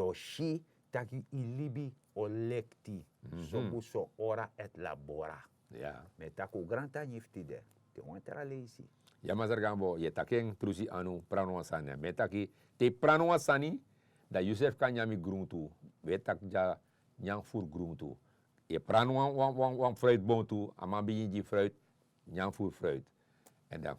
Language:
Sranan Tongo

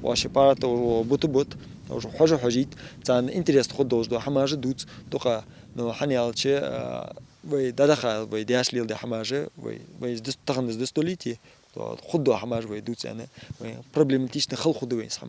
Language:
Ingush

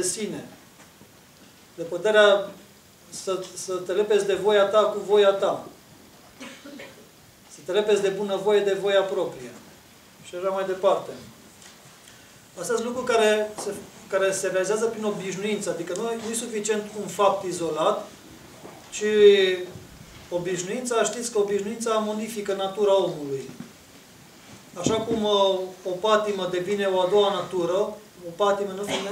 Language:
Romanian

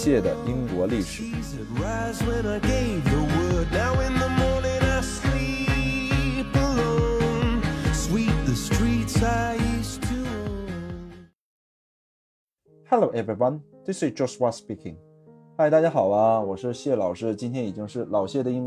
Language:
Chinese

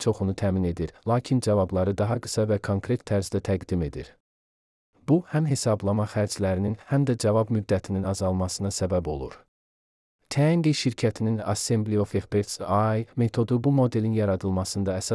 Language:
Azerbaijani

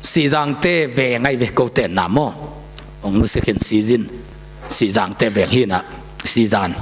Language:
Tedim Chin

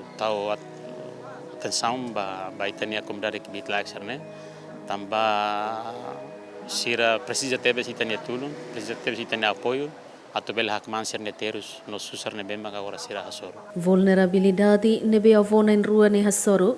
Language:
Tetum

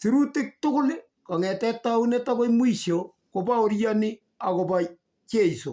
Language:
Kalenjin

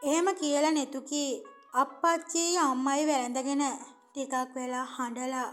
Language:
Sinhala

